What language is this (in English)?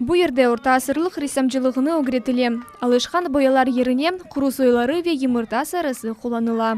Crimean Tatar